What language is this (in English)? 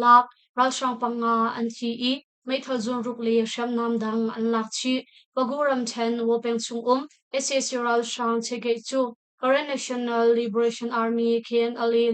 Hakha Chin